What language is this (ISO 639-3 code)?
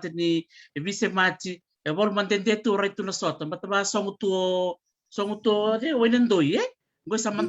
fij